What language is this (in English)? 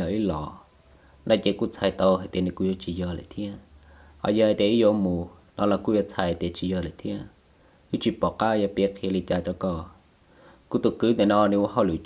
Hmong